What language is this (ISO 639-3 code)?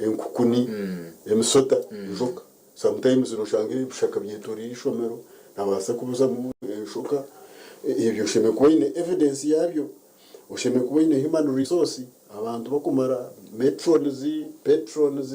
nyn